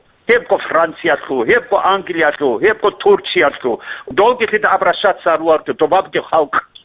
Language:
Avaric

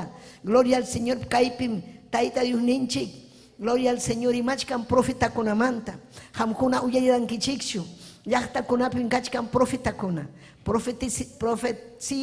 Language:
Ayacucho Quechua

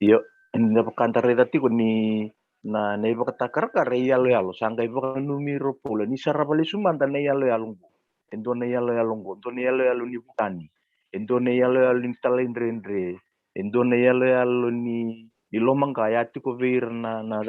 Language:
Fijian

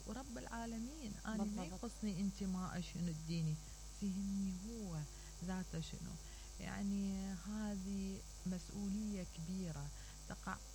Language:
Mesopotamian Arabic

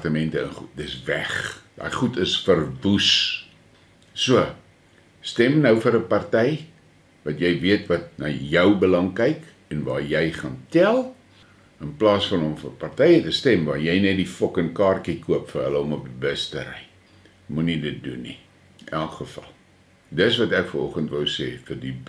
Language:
Afrikaans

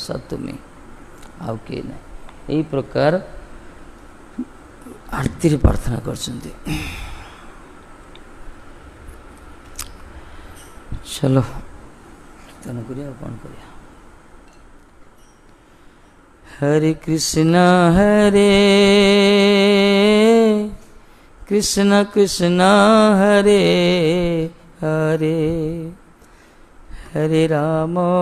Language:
Odia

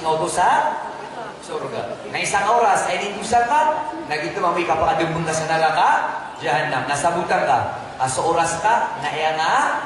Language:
Maranao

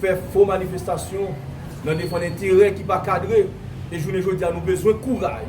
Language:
Haitian Creole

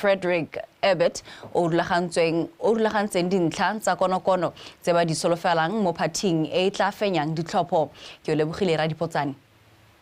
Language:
Tswana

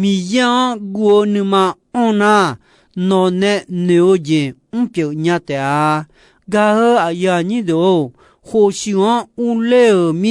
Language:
Akha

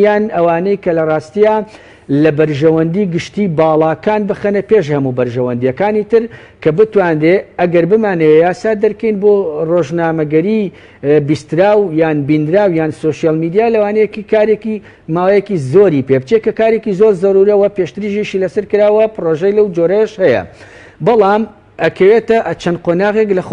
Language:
Central Kurdish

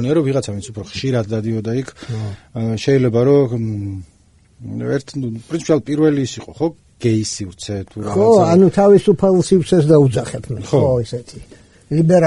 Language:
Georgian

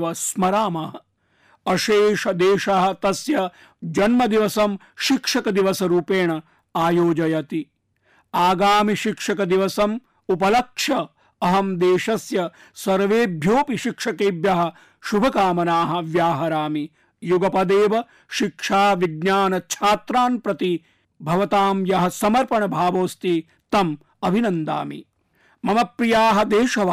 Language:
Sanskrit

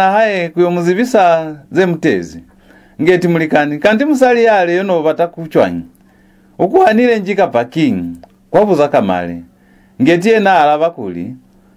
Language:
Lozi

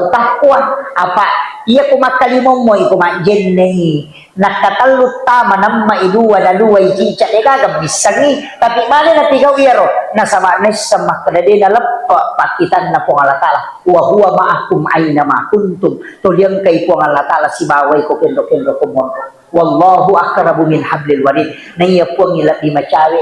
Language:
Buginese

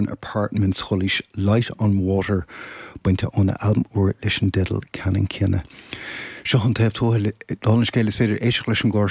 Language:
Irish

